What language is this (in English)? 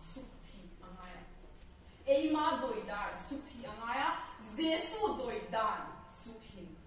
Vaiphei